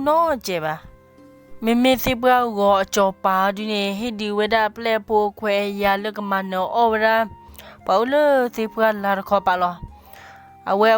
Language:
S'gaw Karen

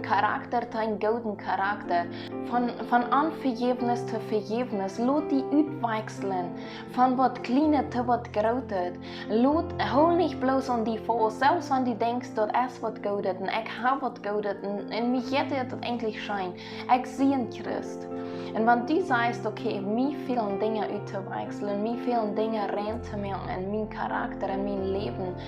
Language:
Plautdietsch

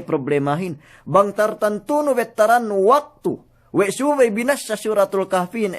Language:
Yakan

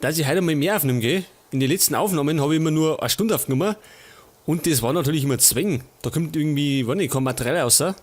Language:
Bavarian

